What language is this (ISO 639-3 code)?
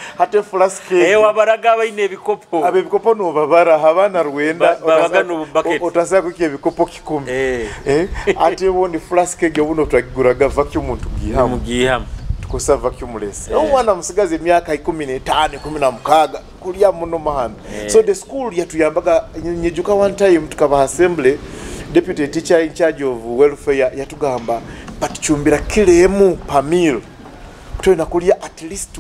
nyo